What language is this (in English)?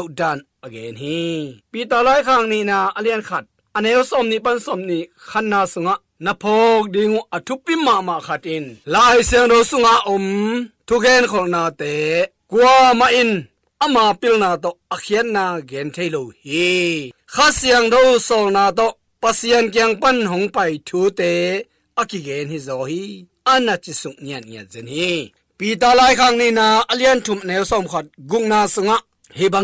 Tedim Chin